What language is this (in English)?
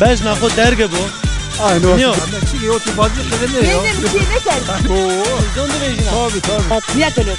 Zaza